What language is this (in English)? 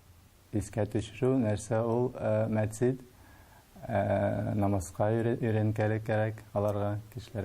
Tatar